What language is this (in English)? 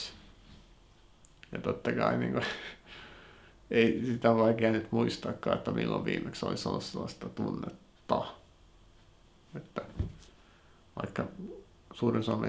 Finnish